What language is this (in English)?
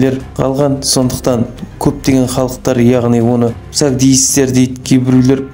Kazakh